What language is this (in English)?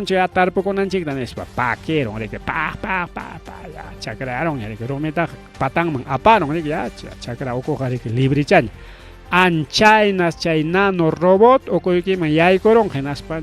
Ayacucho Quechua